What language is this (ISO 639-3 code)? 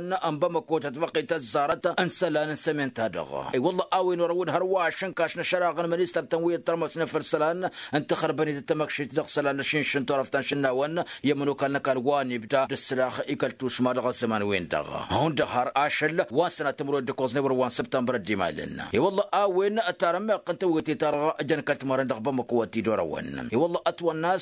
taq